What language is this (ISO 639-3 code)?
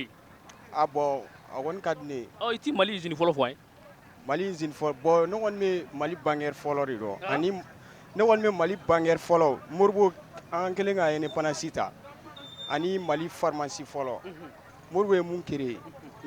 bam